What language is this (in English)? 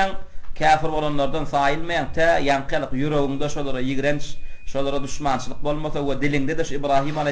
Turkmen